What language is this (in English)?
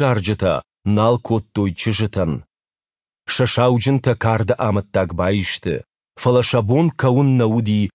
Ossetic